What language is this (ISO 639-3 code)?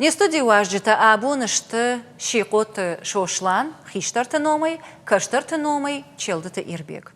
oss